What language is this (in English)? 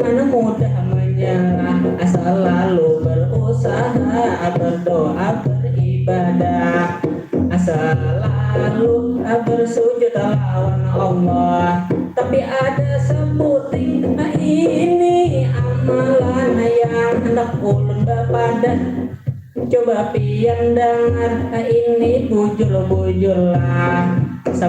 Banjar